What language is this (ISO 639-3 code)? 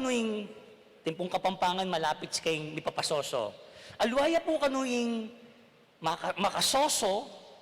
pam